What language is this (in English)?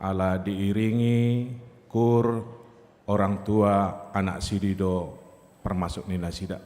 Batak Toba